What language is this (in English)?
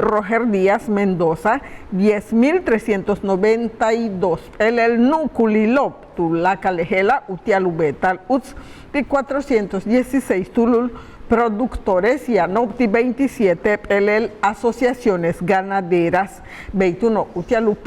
Yucateco